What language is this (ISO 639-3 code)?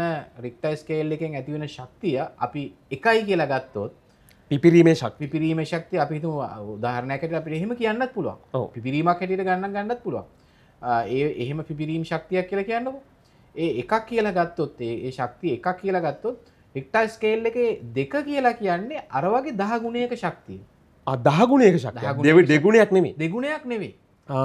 sin